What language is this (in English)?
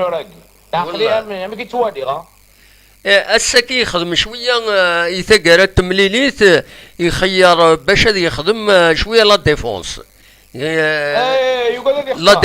Kabyle